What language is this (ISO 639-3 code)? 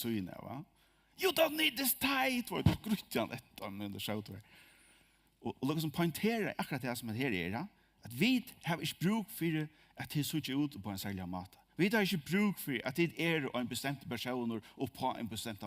fao